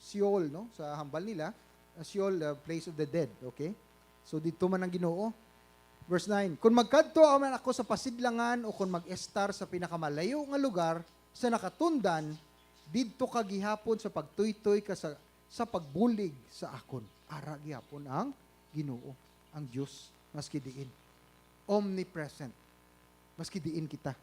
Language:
Hiligaynon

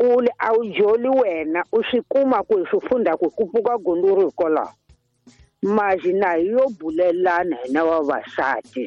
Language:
Tsonga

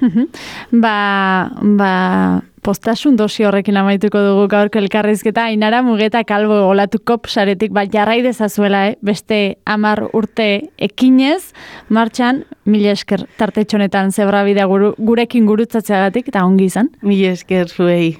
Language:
Basque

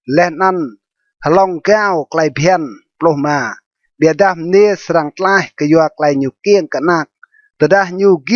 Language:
Rade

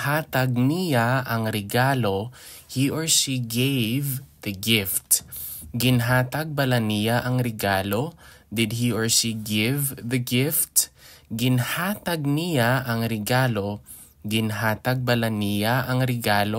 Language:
Hiligaynon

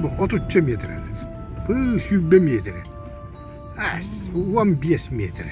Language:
Yakut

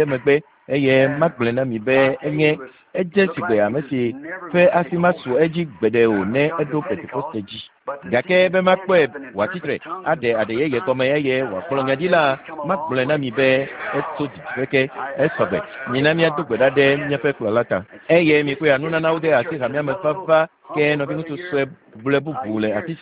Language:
Ewe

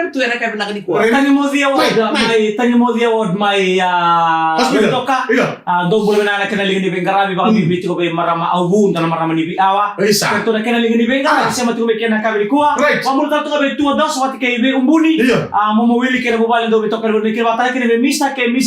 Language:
Fijian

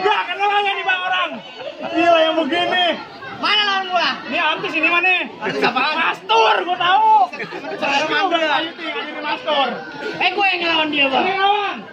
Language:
Betawi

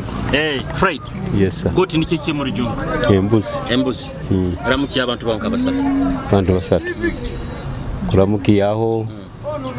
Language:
Nyoro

